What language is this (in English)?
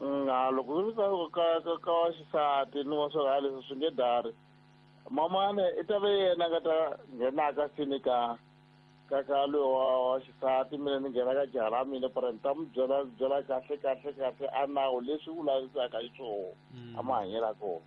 Tsonga